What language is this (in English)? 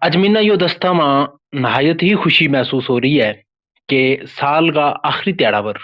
Gujari